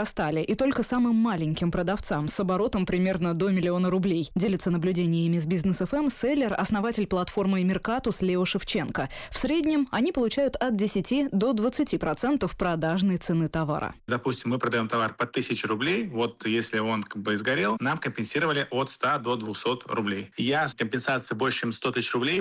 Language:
Russian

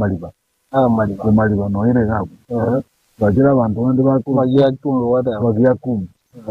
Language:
Gusii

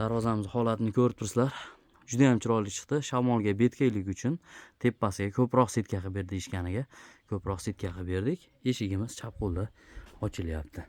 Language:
Uzbek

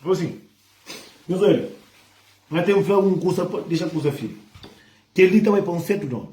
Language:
Kabuverdianu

